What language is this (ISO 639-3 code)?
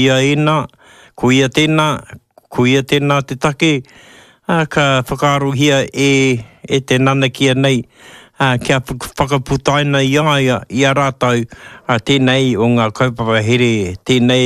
mri